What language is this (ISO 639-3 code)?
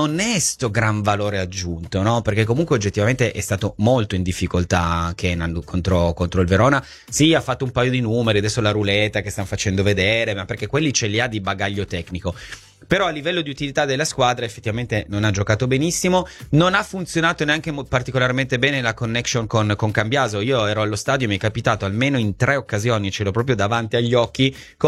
ita